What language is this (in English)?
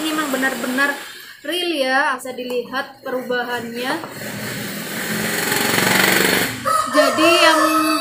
Indonesian